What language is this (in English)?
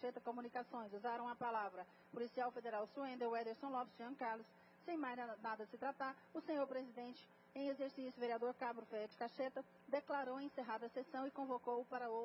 Portuguese